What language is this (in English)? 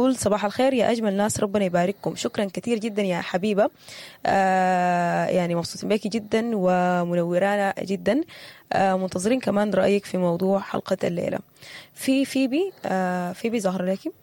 Sudanese Arabic